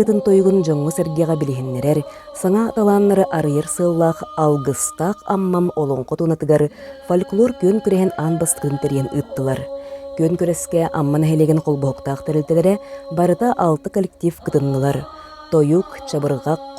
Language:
Yakut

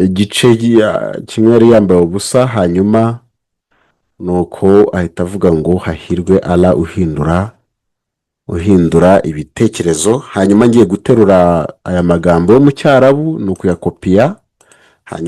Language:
Kinyarwanda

